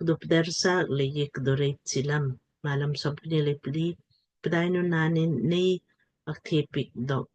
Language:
Lamkang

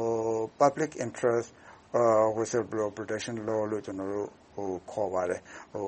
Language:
Burmese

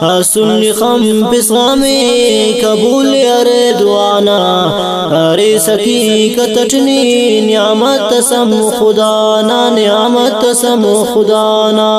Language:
Brahui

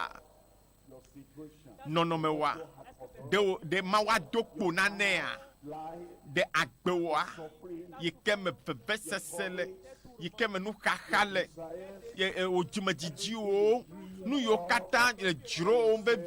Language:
Ewe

